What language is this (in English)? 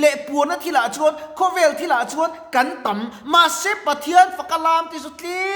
Mizo